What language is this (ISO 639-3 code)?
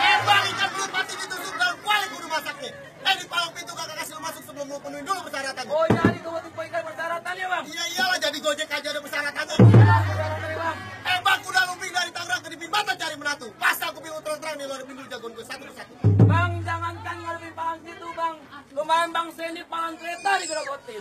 bew